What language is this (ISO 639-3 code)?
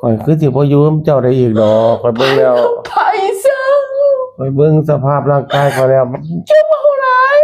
tts